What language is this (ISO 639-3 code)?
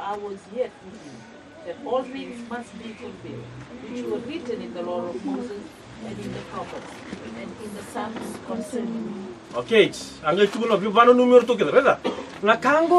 fij